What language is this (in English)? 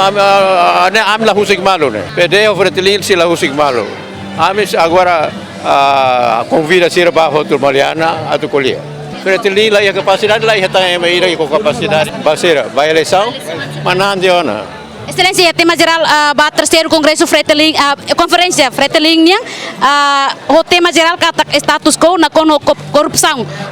Tetum